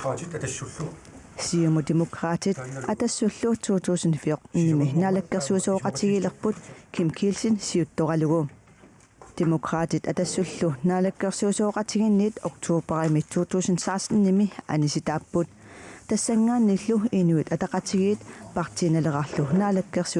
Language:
Kalaallisut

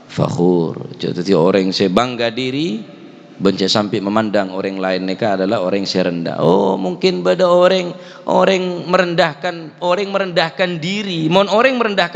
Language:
Madurese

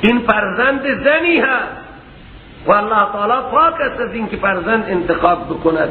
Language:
Persian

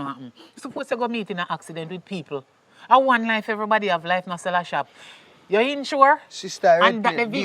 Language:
Jamaican Creole English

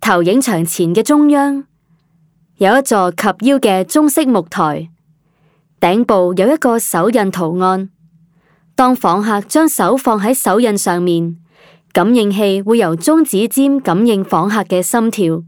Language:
Cantonese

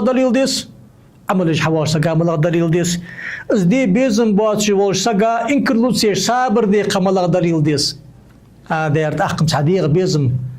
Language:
Ingush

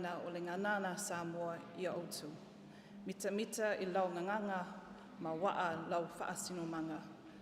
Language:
Samoan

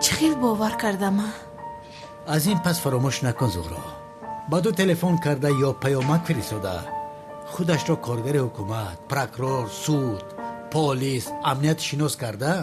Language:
Tajik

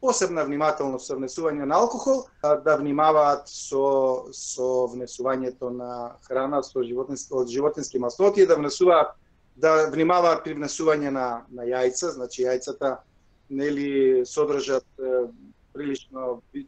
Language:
Macedonian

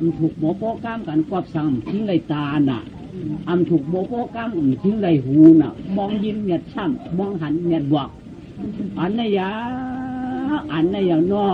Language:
Shan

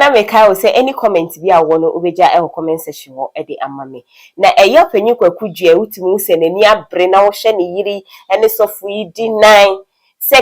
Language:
Akan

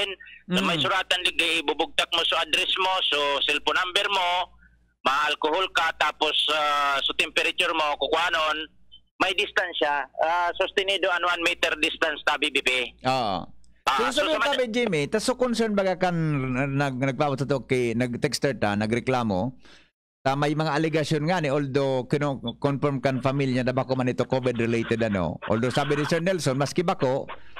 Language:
Bikol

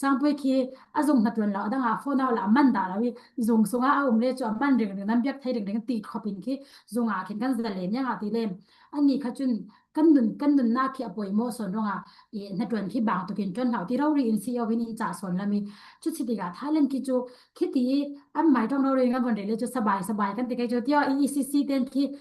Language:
Falam Chin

